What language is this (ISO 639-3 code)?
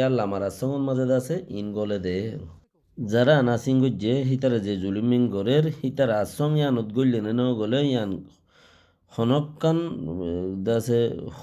rhg